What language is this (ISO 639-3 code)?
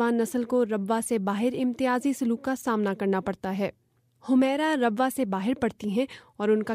urd